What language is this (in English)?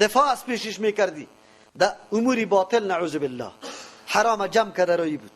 Persian